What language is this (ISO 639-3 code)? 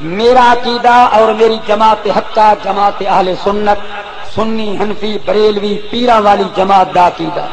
skr